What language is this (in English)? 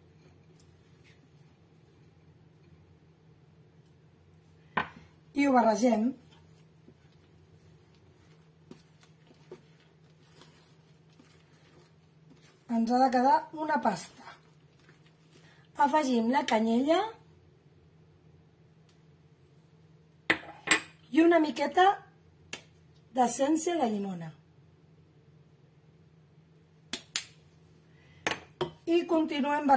Catalan